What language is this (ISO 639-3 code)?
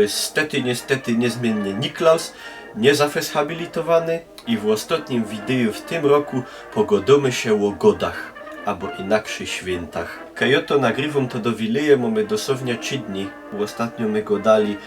szl